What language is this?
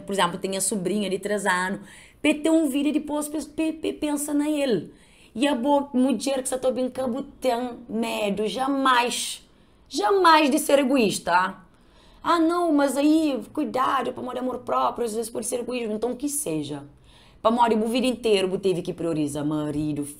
Kabuverdianu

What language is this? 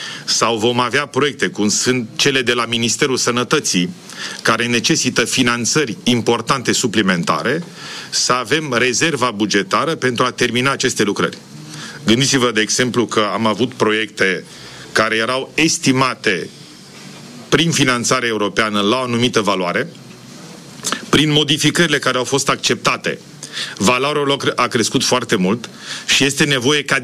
Romanian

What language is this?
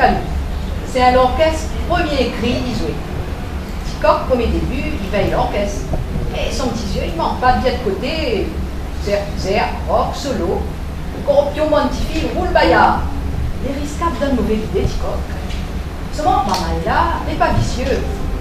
Réunion Creole French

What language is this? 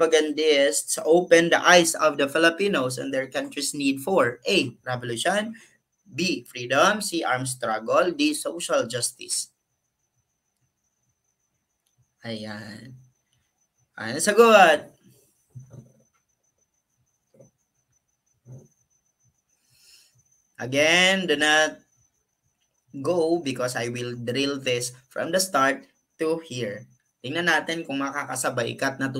Filipino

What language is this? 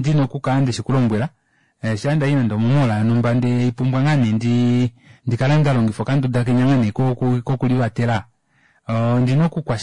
Kuanyama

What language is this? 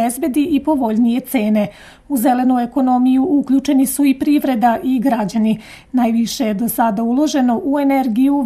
Serbian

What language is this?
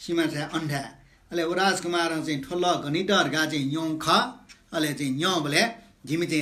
Newari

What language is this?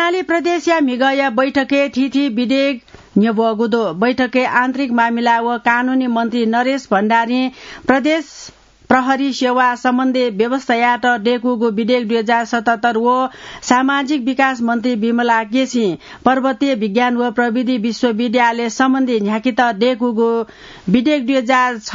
Newari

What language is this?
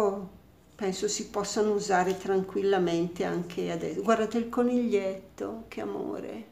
Italian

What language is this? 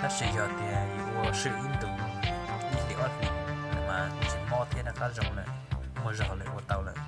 Hmong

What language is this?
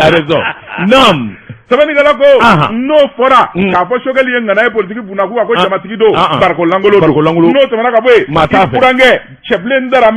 Bambara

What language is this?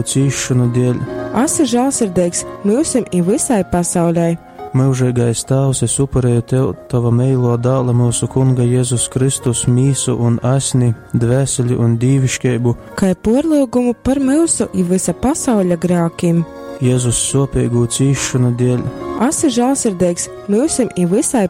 Latgalian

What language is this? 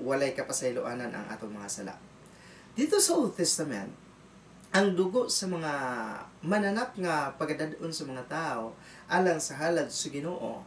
Cebuano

